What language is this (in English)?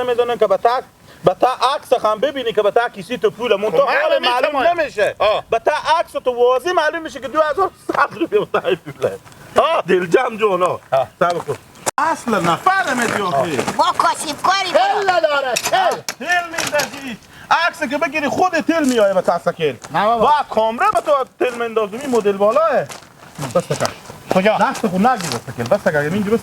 Hazaragi